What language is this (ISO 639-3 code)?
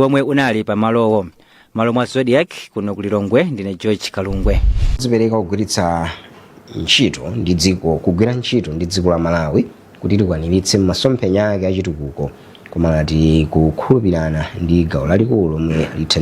nya